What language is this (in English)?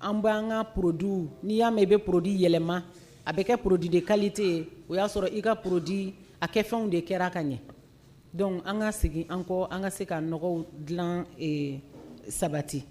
Bambara